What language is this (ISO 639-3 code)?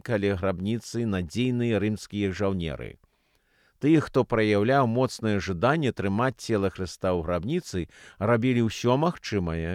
bel